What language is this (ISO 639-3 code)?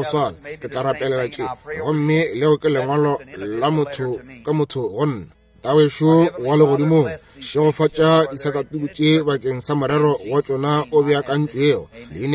nso